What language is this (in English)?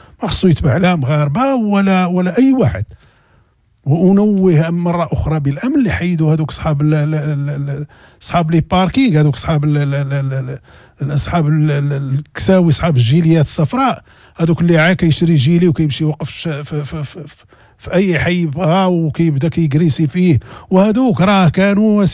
Moroccan Arabic